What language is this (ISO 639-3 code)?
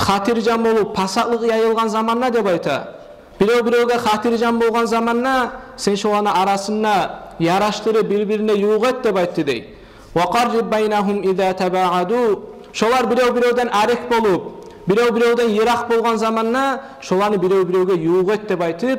kum